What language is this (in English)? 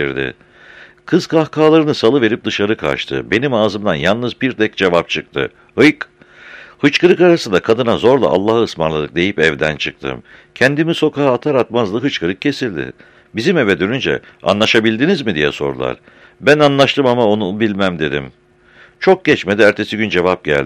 Turkish